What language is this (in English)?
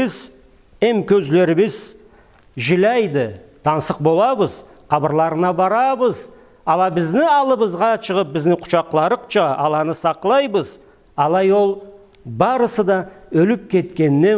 Karachay-Balkar